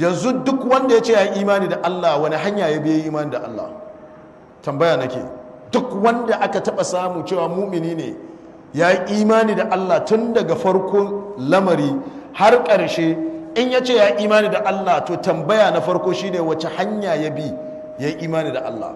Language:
Hausa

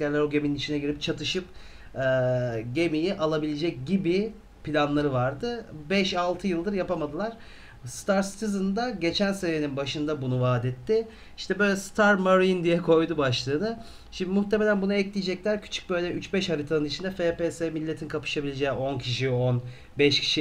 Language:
Turkish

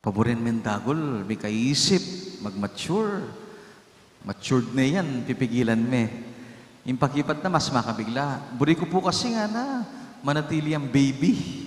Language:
Pampanga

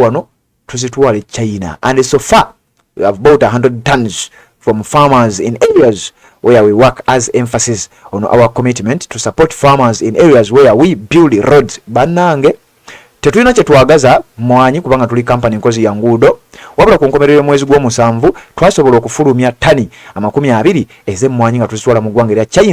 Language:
Ganda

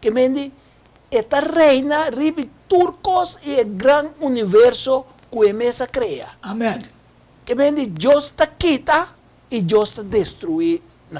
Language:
Papiamento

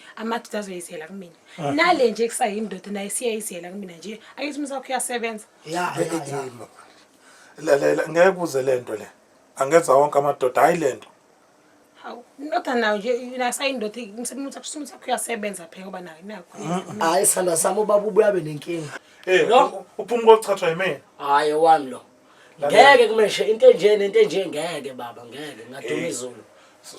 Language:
Zulu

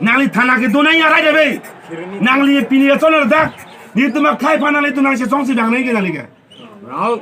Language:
Karbi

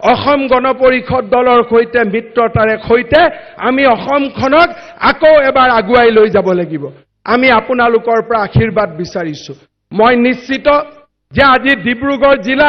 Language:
Assamese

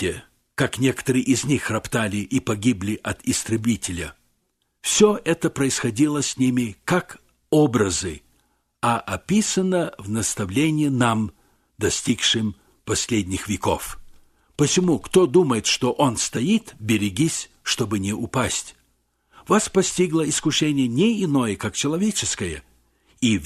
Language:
Russian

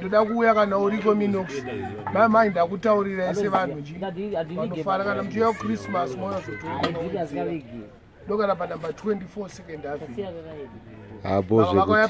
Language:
Shona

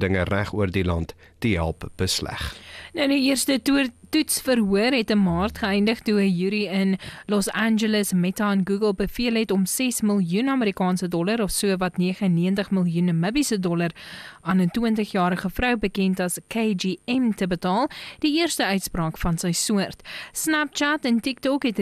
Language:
Afrikaans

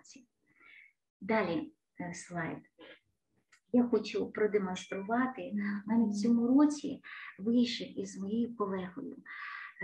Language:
Ukrainian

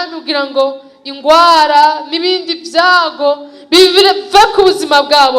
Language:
Rundi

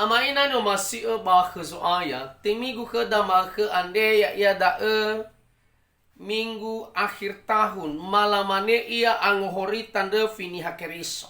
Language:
Nias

